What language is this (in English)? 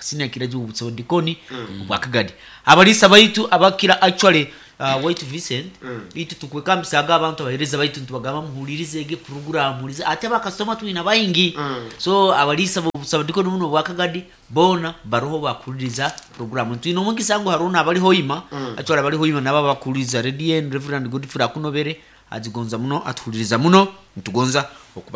Nyoro